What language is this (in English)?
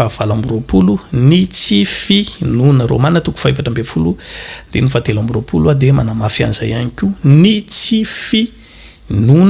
Malagasy